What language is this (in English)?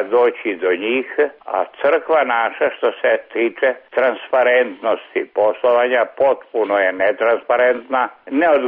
Serbian